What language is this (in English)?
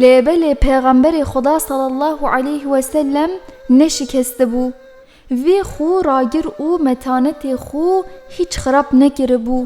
Kurdish